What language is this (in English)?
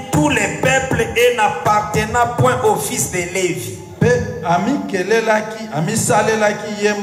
French